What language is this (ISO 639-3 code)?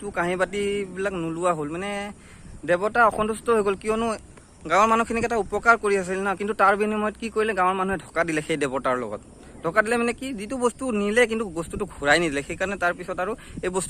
asm